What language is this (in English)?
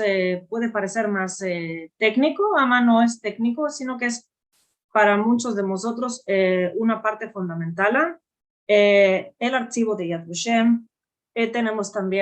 Ladino